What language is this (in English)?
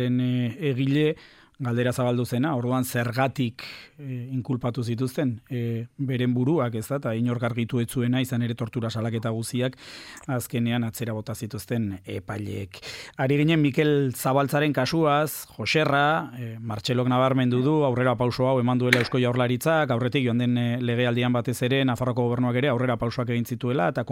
Basque